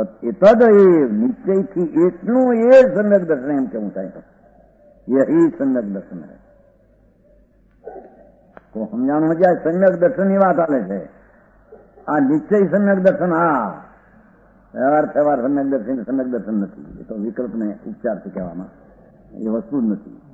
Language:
Gujarati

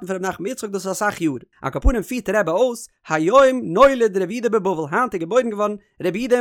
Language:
Yiddish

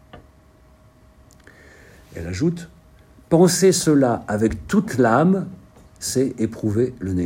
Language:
French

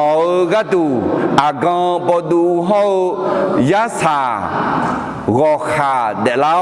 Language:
Akha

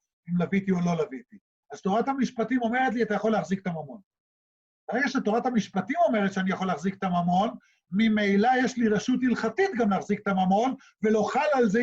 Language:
Hebrew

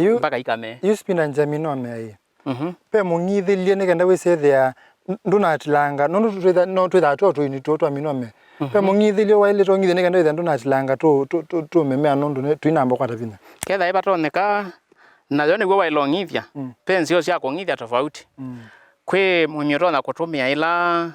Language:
Kamba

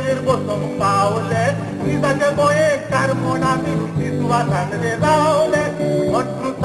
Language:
Konkani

